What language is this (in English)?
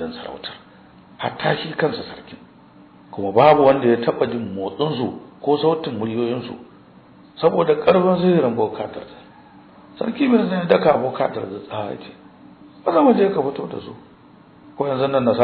Hausa